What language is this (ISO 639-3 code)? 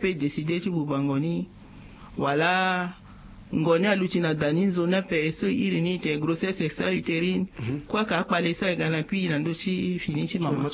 sag